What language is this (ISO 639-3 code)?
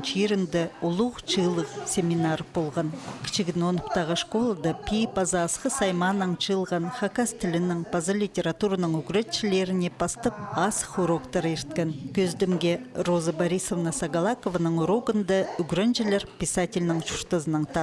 kjh